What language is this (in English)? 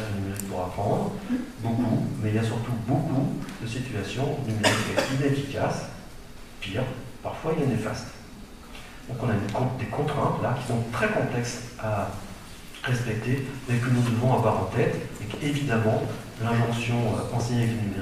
French